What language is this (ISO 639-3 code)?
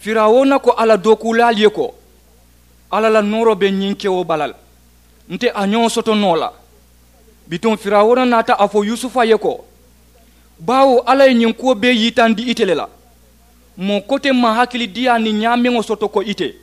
man